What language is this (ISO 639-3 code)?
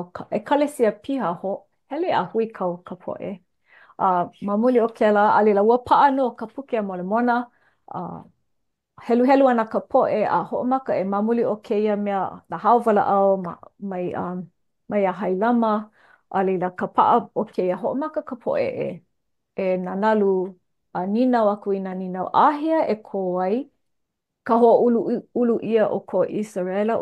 haw